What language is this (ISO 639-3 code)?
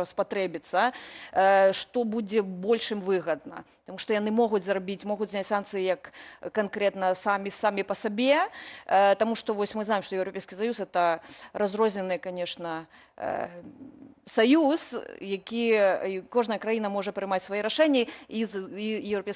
bel